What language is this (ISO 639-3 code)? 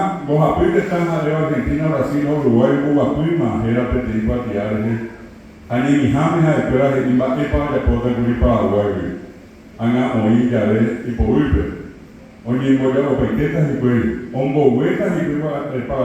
grn